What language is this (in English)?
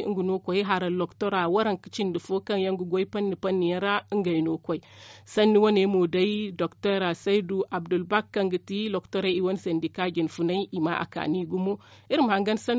Zarma